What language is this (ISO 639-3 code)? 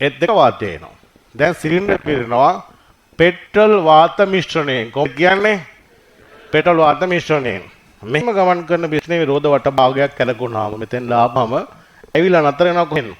sin